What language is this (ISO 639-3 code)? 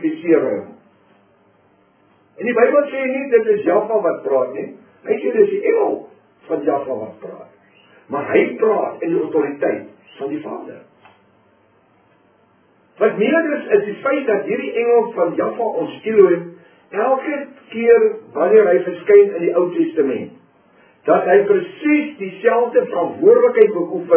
afr